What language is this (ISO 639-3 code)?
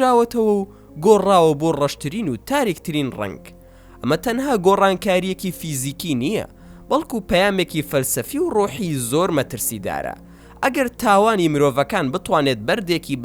ckb